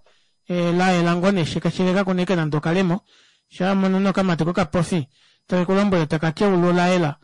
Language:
Kuanyama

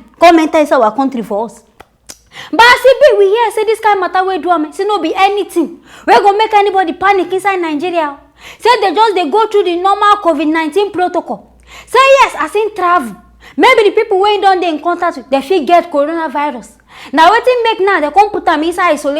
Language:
Nigerian Pidgin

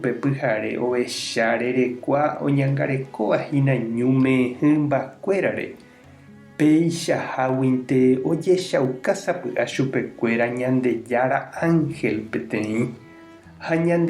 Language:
Guarani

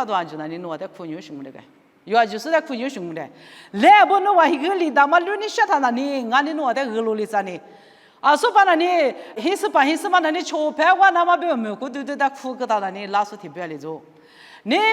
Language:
Lisu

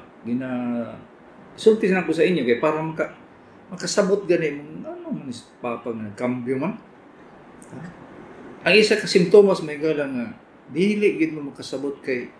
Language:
Cebuano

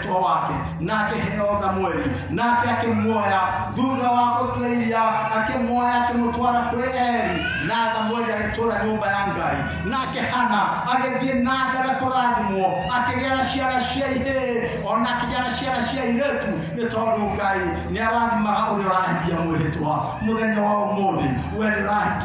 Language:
Kikuyu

